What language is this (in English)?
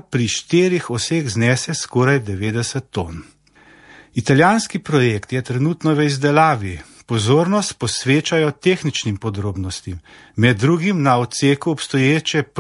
Slovenian